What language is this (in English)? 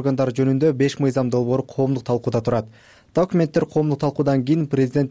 Kyrgyz